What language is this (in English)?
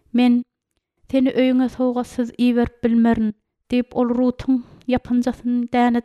Turkmen